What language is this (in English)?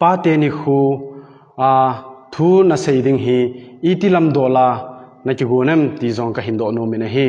Thado Chin